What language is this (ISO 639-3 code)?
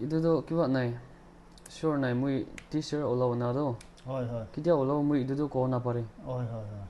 nag